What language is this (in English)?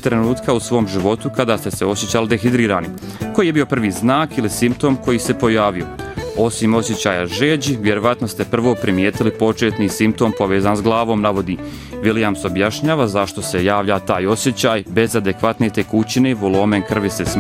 Bosnian